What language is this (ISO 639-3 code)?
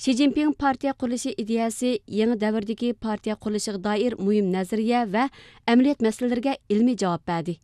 uig